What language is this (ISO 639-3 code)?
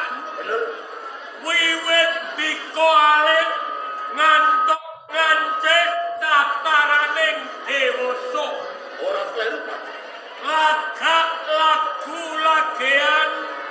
jav